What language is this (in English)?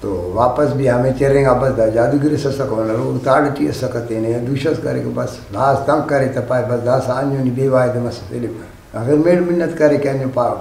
Brahui